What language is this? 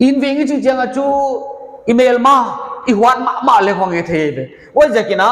Paite Chin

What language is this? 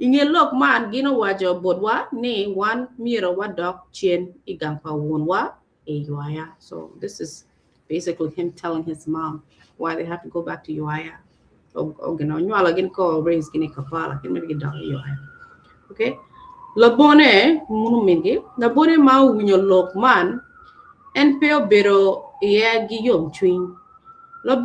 Acoli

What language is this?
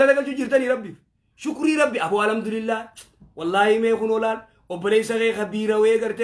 Oromo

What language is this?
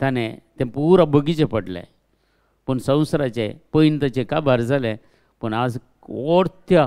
Konkani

